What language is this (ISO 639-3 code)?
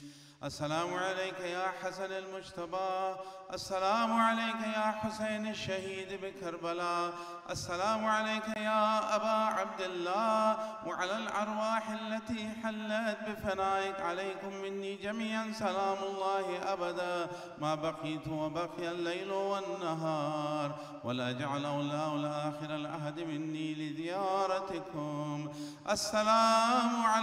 urd